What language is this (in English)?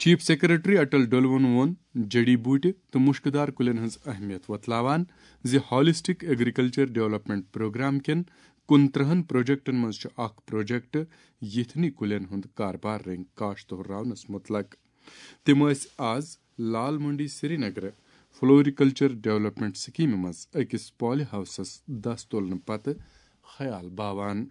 Kashmiri